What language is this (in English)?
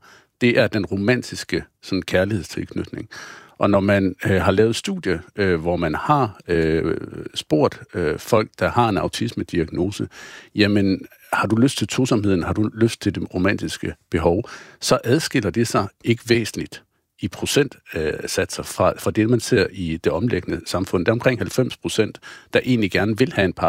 Danish